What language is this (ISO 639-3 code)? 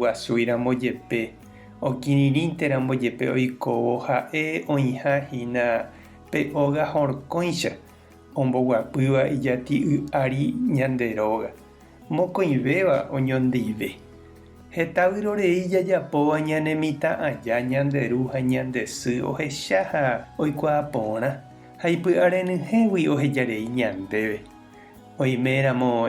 grn